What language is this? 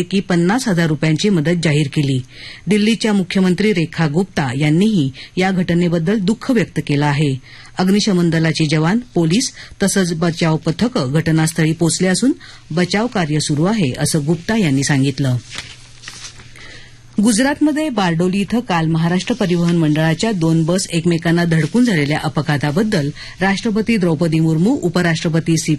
Marathi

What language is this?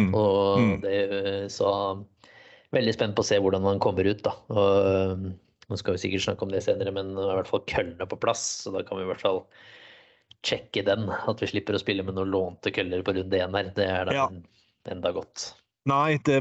Norwegian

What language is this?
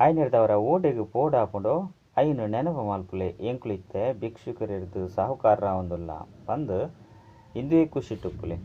Tulu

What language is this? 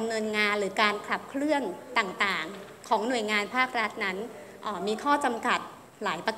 Thai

